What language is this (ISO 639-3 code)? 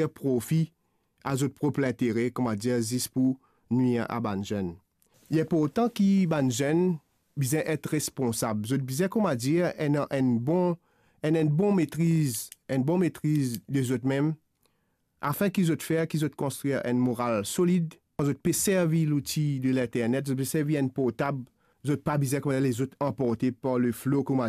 mfe